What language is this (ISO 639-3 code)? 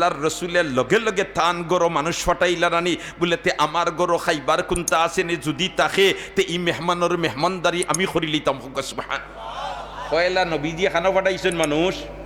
syl